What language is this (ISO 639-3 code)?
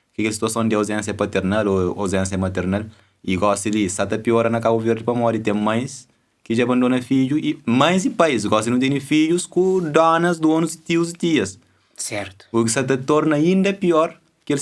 kea